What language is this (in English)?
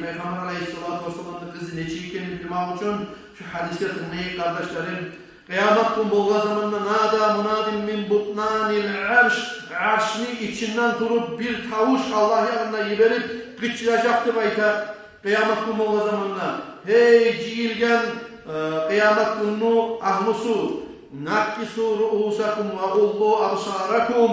Kumyk